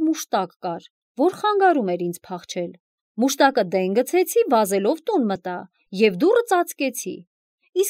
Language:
Armenian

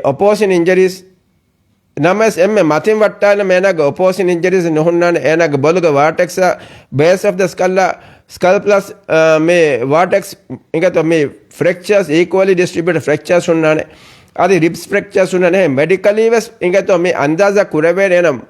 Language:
Divehi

